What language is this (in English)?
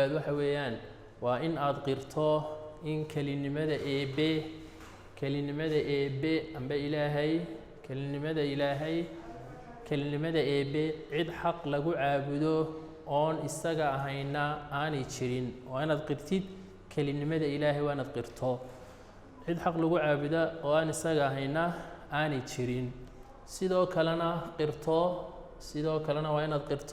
Somali